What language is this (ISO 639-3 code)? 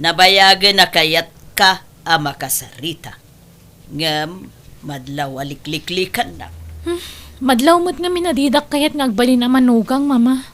ilo